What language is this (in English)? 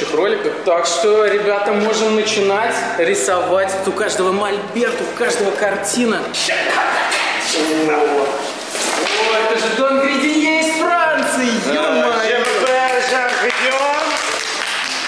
Russian